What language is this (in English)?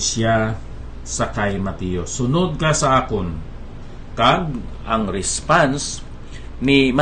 Hiligaynon